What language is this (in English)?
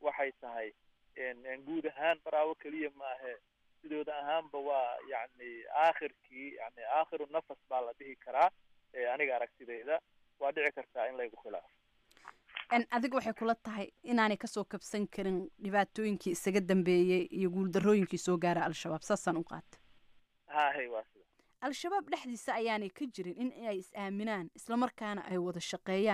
Somali